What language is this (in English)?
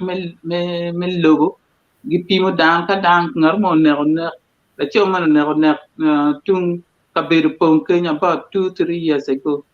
Acoli